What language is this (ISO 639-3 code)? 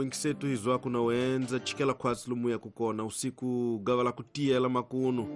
tso